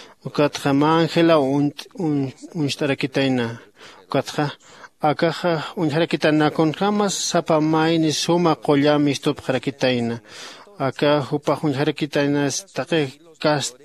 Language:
Aymara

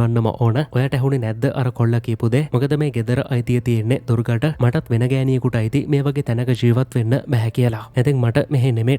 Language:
Sinhala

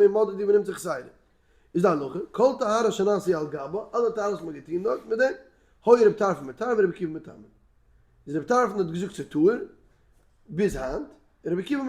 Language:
Yiddish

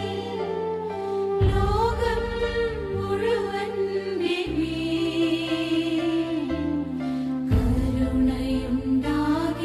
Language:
Malayalam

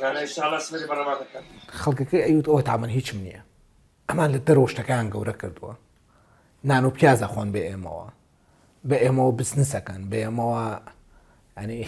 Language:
Central Kurdish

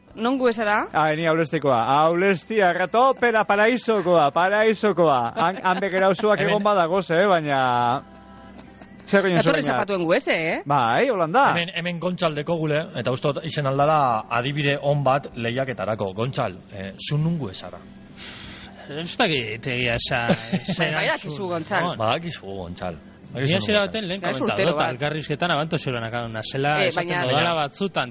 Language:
Basque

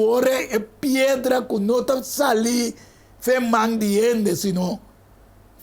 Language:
Papiamento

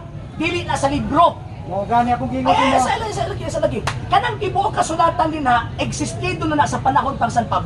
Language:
Cebuano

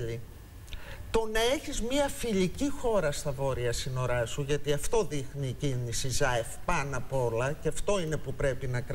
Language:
Greek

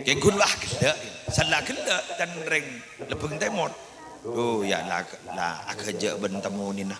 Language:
Madurese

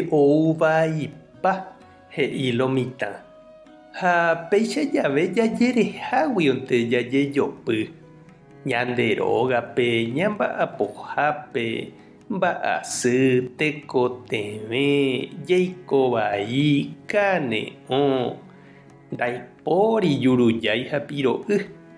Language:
Guarani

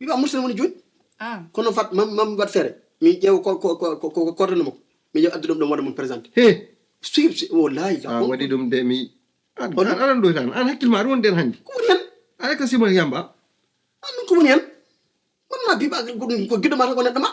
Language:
Fula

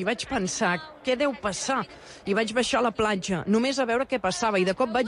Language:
Catalan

